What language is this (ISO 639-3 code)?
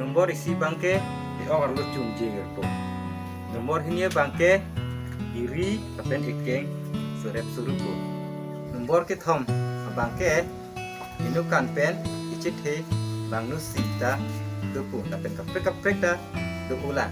mjw